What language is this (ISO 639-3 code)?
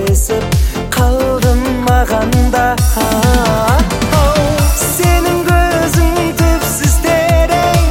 kaz